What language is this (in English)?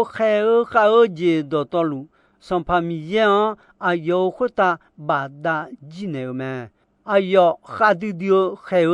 Akha